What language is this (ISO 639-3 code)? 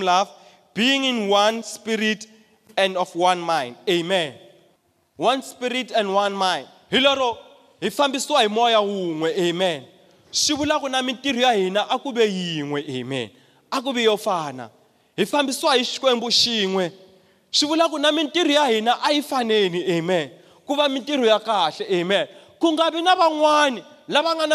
tso